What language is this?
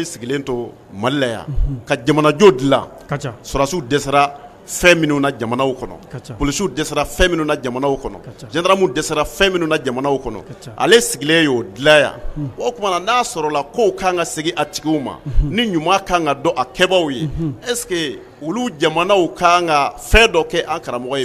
Bambara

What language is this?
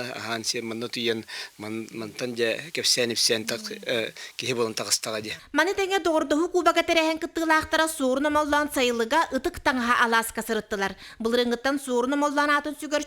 Yakut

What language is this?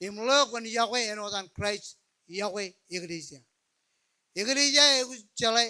Marshallese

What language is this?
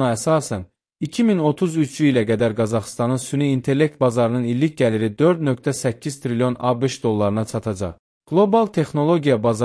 Azerbaijani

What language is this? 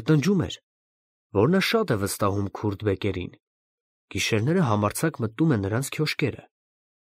Armenian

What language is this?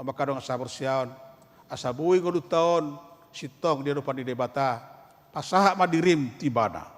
Batak Toba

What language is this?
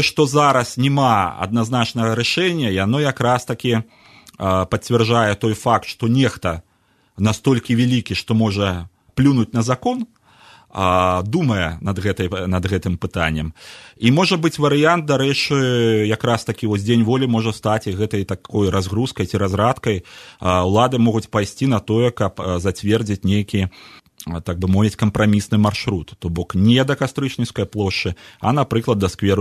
Belarusian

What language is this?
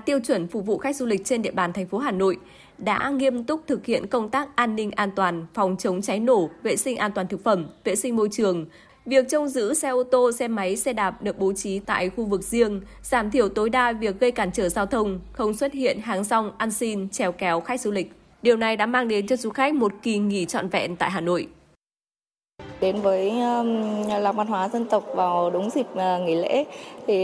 Vietnamese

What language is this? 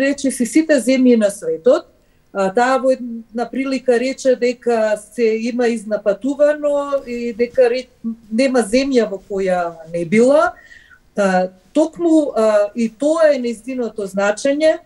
Macedonian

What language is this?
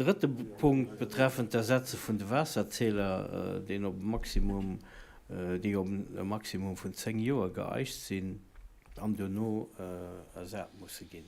Luxembourgish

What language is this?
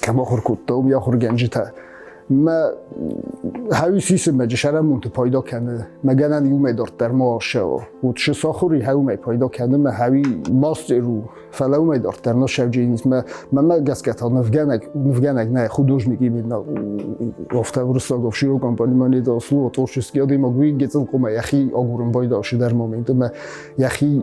Ossetic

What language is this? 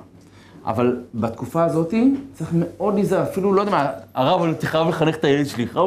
Hebrew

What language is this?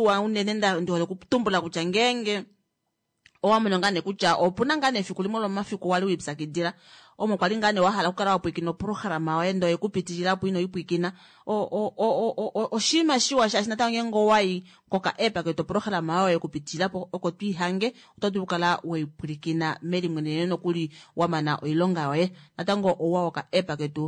Kuanyama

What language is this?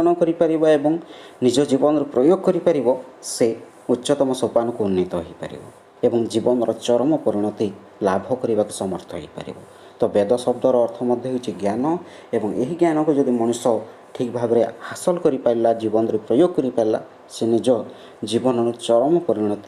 Odia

